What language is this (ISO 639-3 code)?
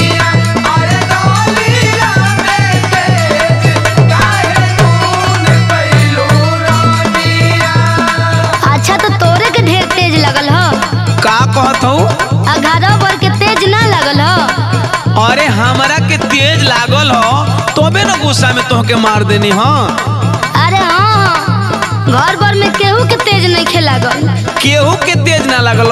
bho